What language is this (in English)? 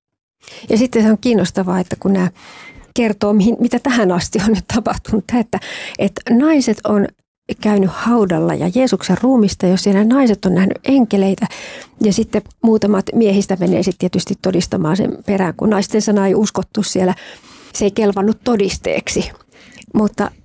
Finnish